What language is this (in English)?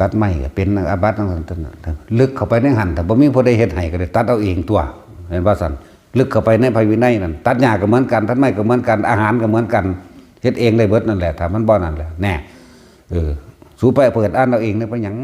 Northeastern Thai